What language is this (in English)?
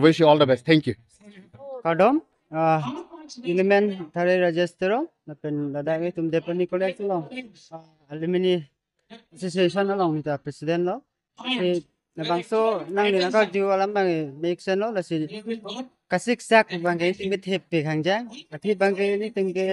Karbi